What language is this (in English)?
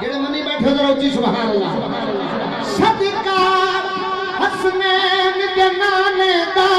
Saraiki